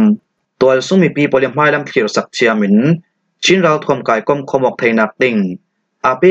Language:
Falam Chin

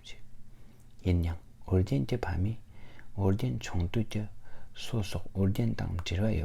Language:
Tibetan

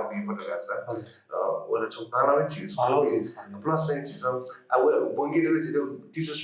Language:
Newari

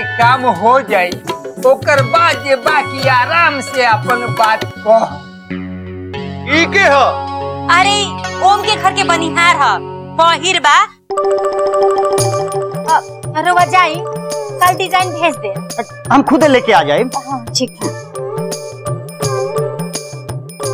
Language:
Bhojpuri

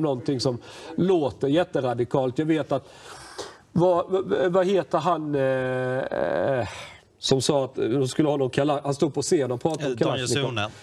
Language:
Swedish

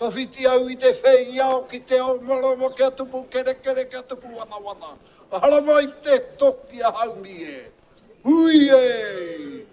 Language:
Māori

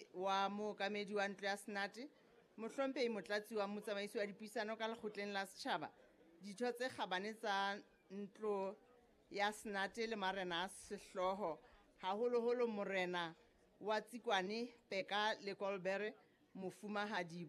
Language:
Southern Sotho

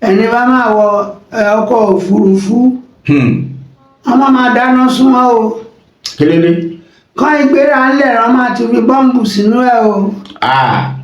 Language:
Yoruba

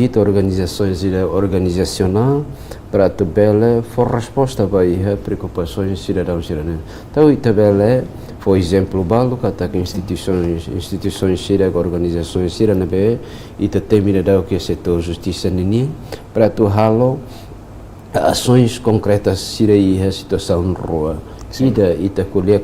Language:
Tetum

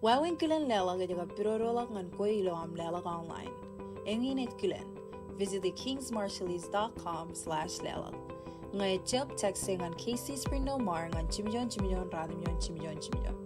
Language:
Marshallese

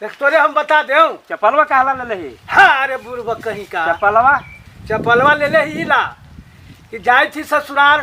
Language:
Magahi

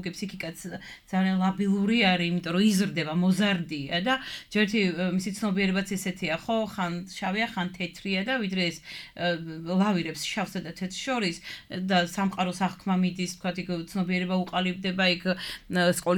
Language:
Georgian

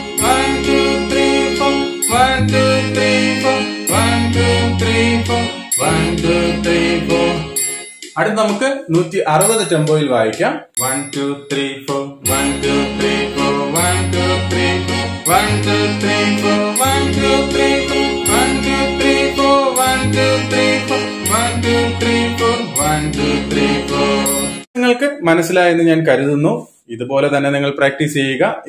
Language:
Malayalam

